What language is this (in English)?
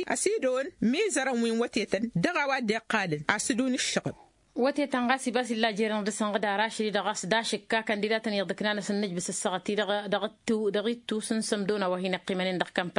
Tamasheq